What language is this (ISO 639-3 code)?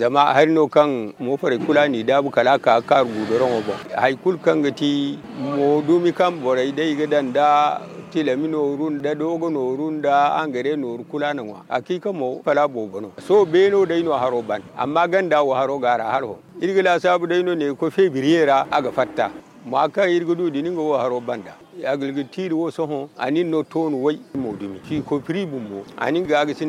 dje